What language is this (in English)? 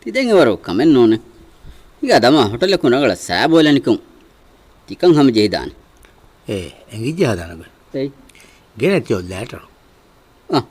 Divehi